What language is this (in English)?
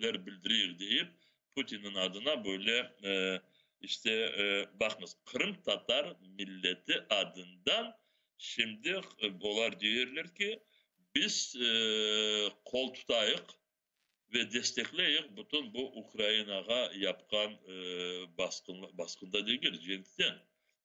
Crimean Tatar